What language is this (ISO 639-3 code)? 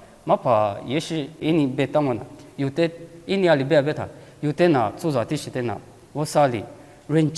lis